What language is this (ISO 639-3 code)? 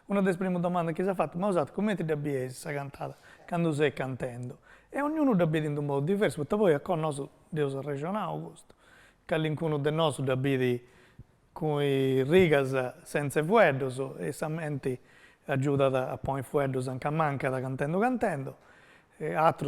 srd